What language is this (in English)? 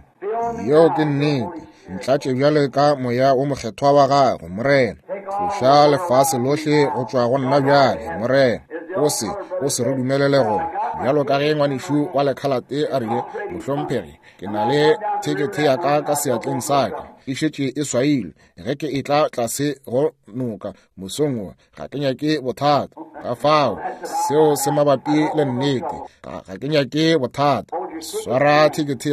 Northern Sotho